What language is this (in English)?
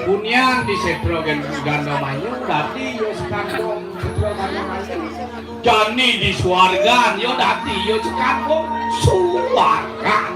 Balinese